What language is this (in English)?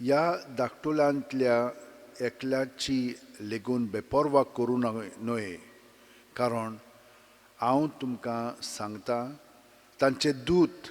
Konkani